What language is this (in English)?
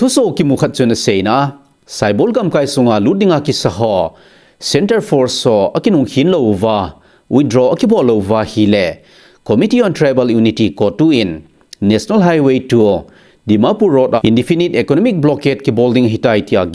Thado Chin